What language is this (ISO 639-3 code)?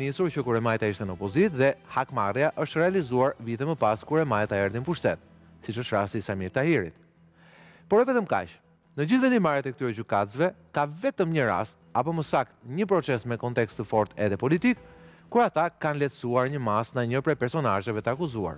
sqi